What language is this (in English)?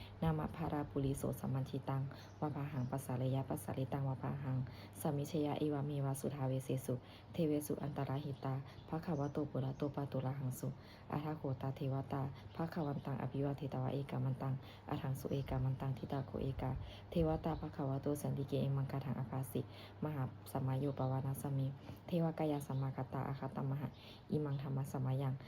Pali